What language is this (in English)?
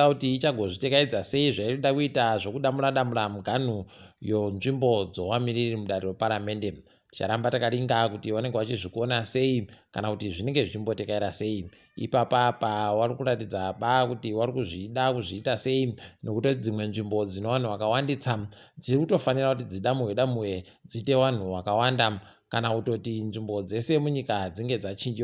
Ndau